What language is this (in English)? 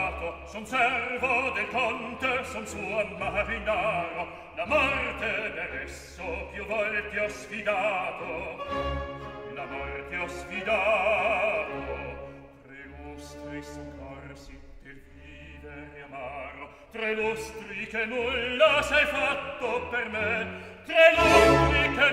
Italian